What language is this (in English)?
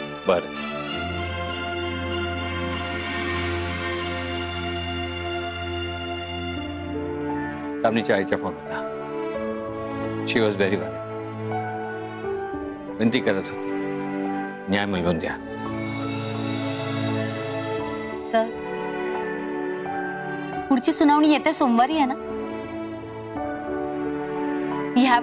Marathi